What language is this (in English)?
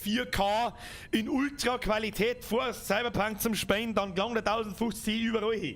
Bavarian